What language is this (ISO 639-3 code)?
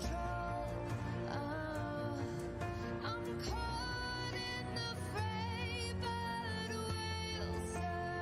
kaa